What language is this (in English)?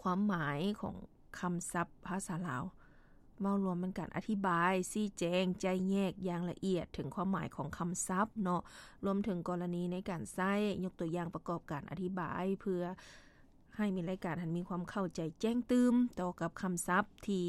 Lao